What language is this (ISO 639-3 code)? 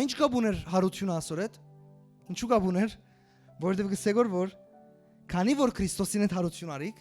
hyw